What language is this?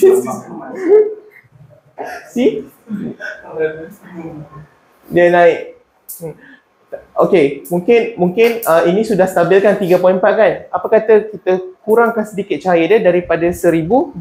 Malay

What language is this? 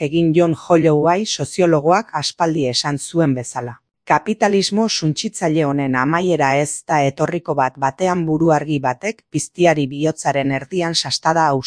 Basque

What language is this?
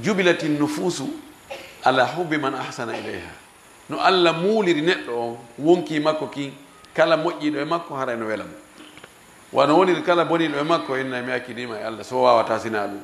Fula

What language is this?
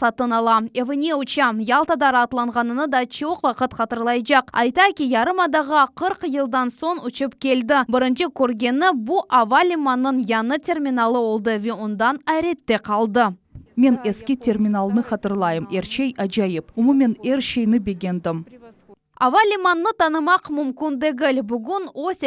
Crimean Tatar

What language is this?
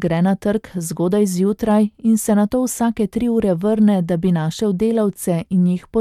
Slovenian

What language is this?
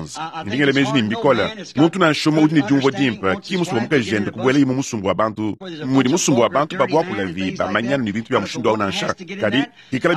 Luba-Lulua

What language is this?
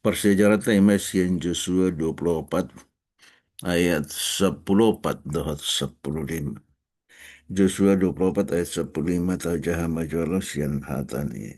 Batak Toba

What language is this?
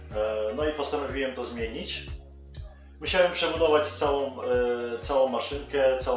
Polish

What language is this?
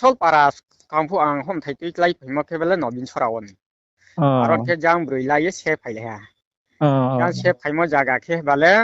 Riang (India)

